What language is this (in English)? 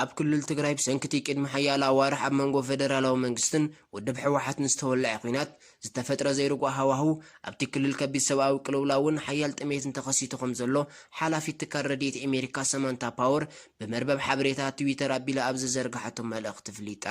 Tigrinya